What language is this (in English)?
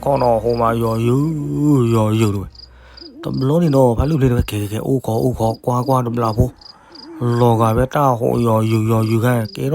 S'gaw Karen